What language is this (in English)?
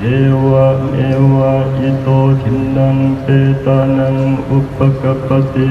Northeastern Thai